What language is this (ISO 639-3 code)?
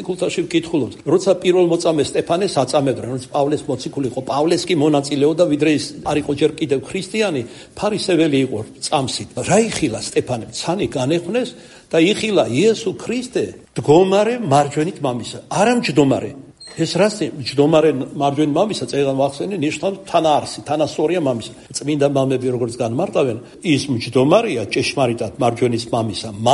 kat